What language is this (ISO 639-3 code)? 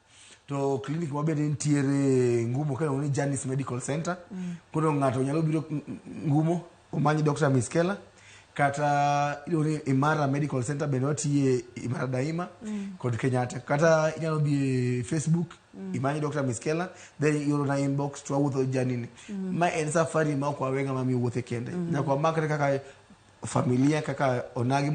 luo